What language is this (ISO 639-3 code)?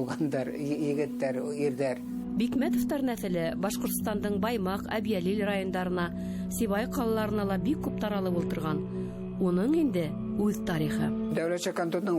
bak